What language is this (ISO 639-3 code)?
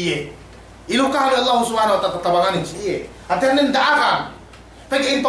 yka